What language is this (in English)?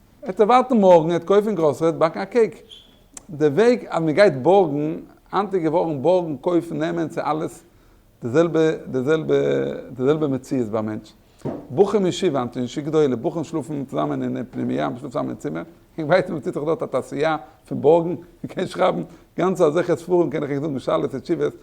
Yiddish